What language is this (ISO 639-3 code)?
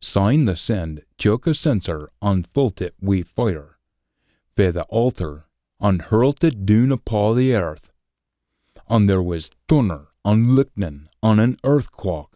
sco